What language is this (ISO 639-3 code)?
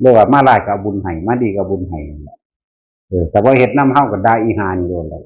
tts